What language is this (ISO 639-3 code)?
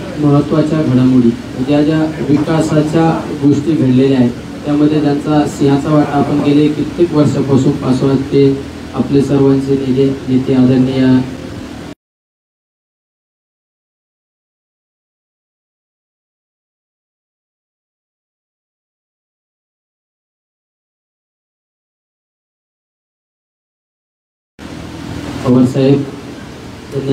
mar